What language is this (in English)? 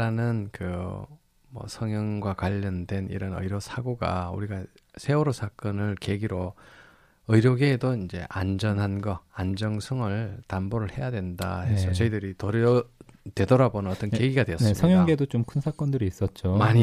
Korean